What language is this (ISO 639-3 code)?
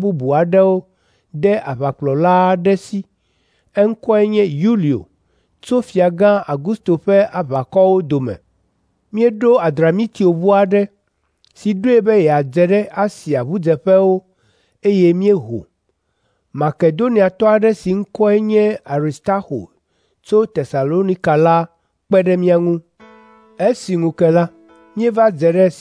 ewe